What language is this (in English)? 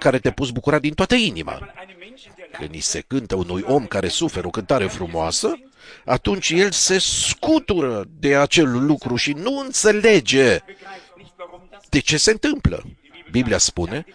Romanian